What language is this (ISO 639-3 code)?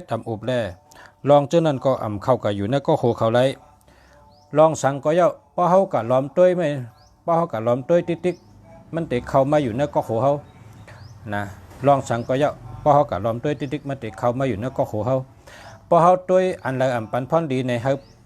shn